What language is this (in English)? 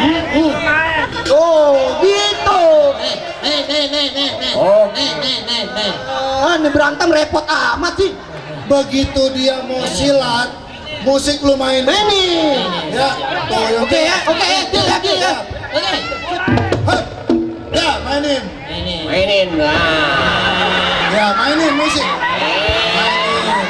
Betawi